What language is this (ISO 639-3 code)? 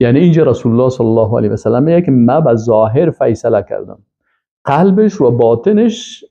fas